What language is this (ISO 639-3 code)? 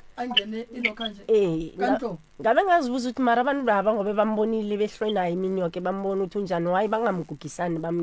nso